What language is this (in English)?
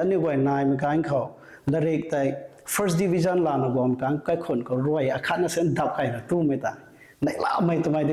Rongmei Naga